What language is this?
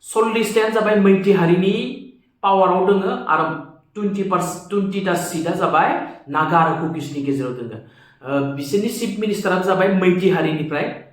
Bodo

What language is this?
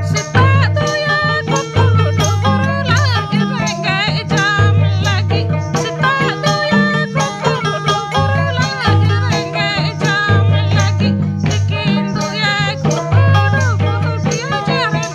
Santali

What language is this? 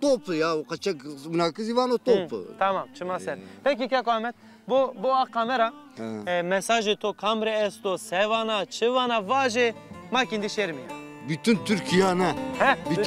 Zaza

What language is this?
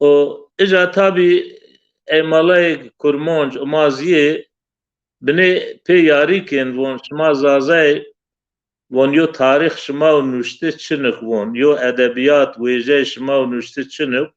Zaza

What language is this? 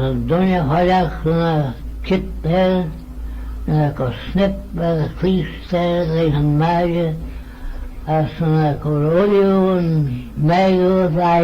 Manx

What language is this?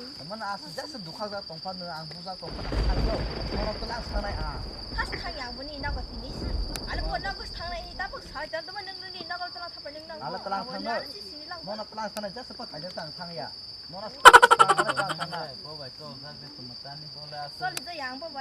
Kok Borok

